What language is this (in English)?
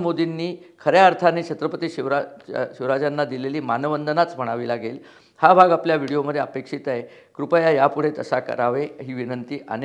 Marathi